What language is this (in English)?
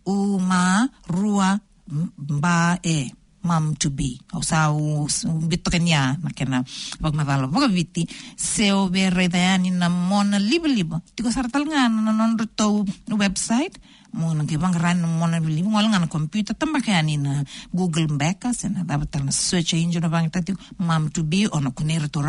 Fijian